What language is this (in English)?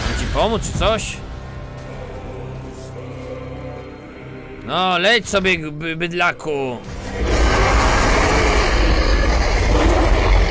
Polish